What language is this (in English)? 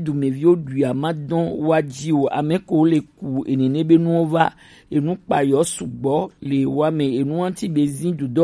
Gen